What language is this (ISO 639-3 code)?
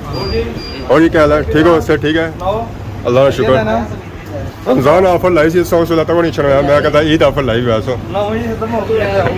phr